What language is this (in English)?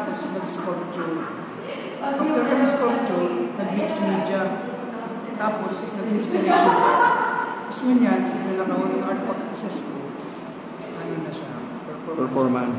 Bikol